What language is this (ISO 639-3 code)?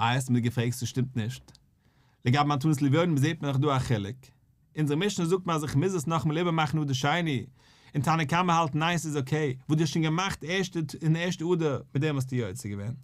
yid